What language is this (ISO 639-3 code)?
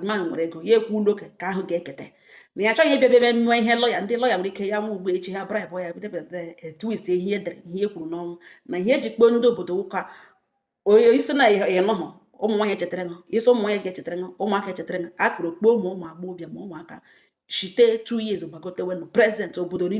ibo